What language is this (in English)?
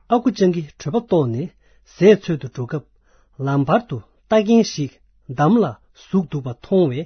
Tibetan